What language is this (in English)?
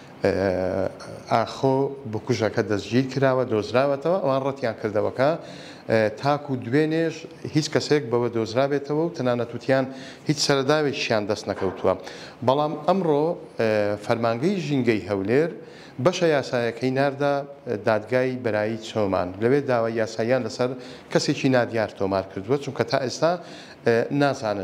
Central Kurdish